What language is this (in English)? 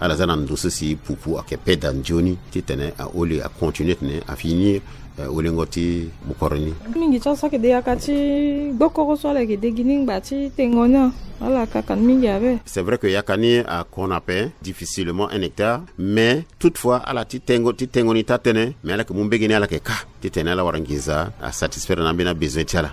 Sango